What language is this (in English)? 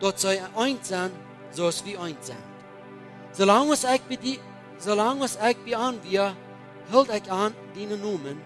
Plautdietsch